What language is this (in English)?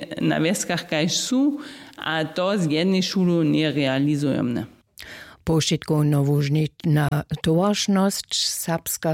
Upper Sorbian